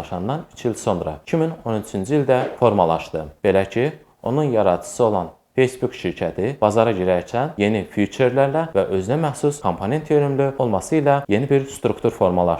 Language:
Azerbaijani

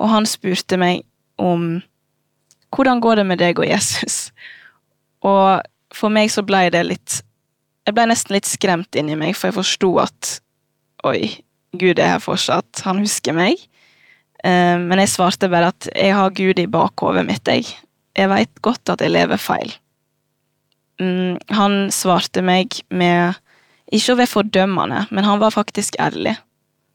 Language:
Norwegian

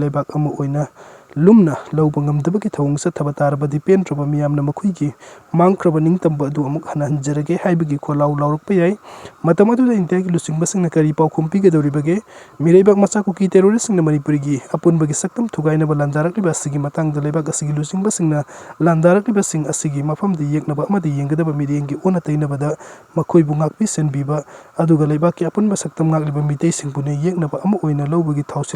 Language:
Manipuri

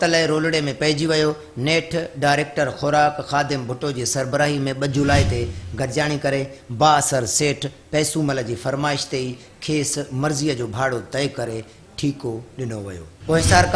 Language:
Sindhi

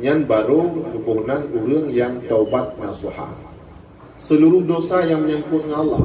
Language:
Achinese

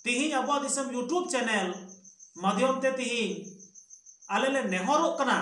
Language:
Santali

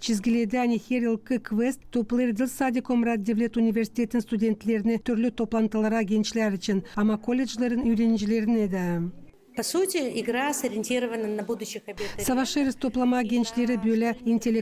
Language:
Gagauz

